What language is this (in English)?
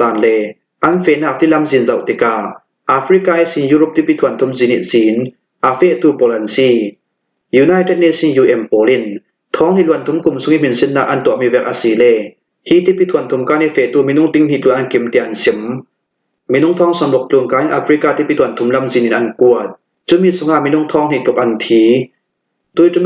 Hakha Chin